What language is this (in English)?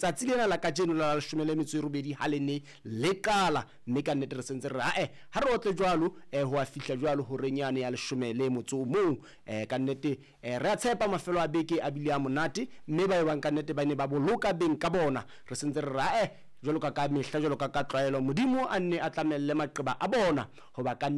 Southern Sotho